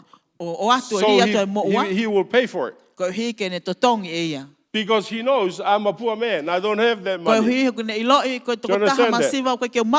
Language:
Tongan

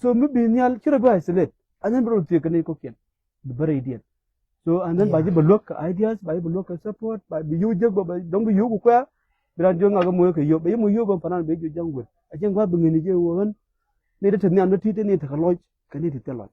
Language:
Nuer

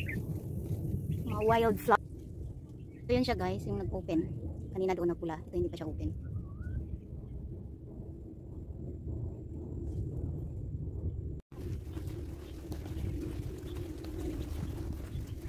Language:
Filipino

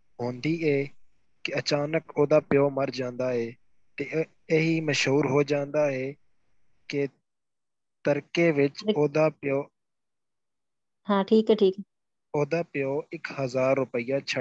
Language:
Punjabi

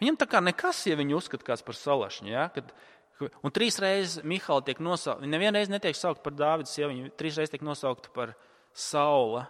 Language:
Latvian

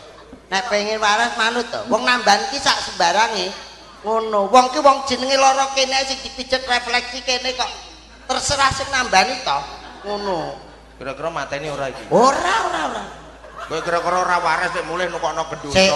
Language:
Javanese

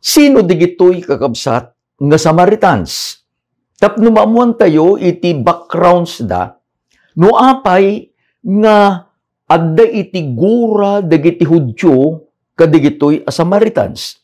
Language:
Iloko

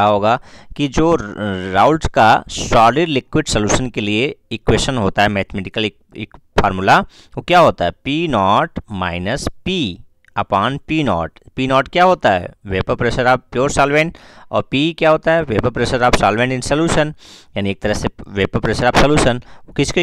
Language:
Hindi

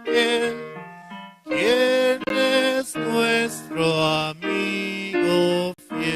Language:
South Bolivian Quechua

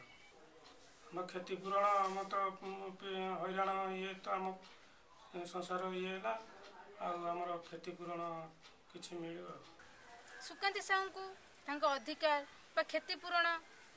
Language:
Odia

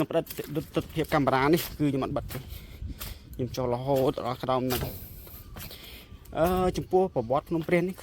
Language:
Khmer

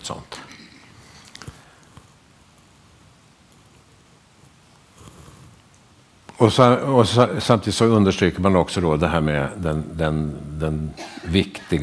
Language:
Swedish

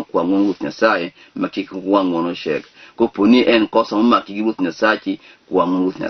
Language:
Luo (Kenya and Tanzania)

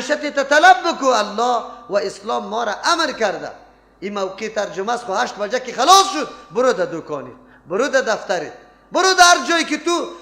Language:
Persian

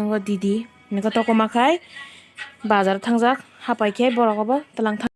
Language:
Kok Borok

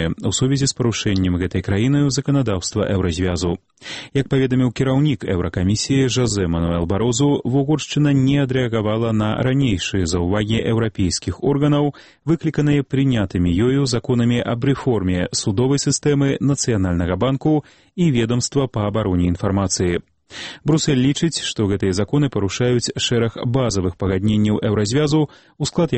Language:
Belarusian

